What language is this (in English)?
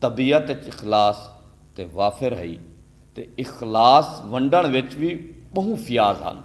Saraiki